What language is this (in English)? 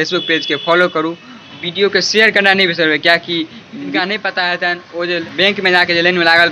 Maithili